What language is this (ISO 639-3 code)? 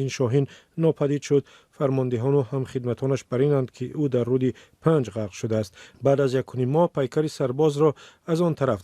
tgk